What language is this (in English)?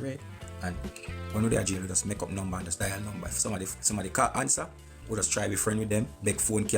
Jamaican Creole English